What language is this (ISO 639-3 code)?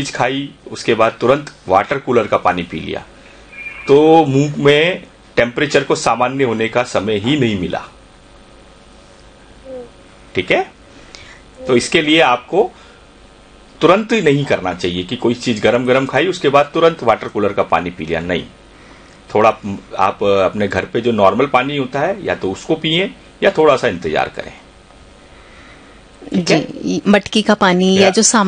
hin